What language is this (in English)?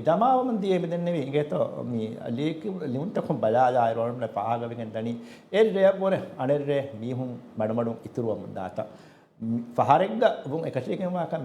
Divehi